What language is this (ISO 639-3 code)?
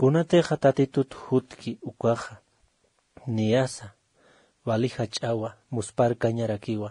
aym